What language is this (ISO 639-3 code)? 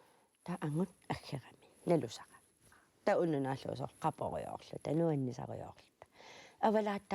kal